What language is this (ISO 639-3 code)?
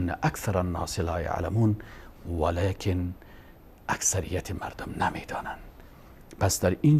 fas